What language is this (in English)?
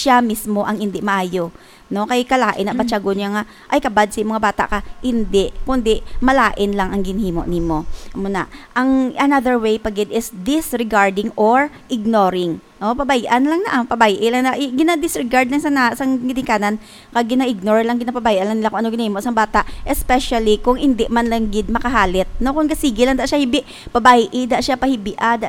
Hiligaynon